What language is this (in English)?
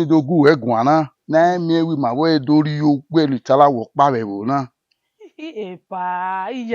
Bini